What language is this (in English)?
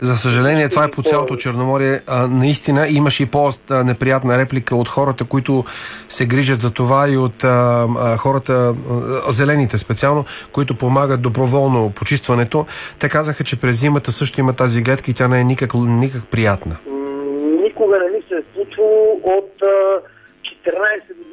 Bulgarian